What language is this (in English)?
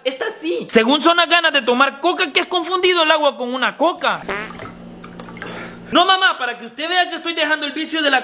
Spanish